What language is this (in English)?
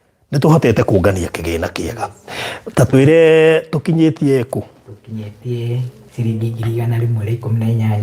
Kikuyu